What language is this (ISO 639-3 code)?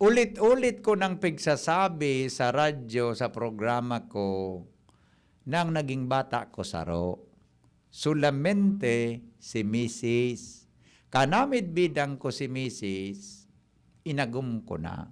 bik